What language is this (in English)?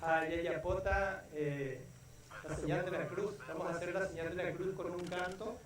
Guarani